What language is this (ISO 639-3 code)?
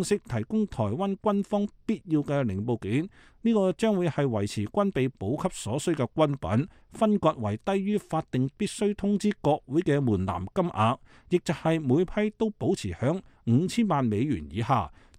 yue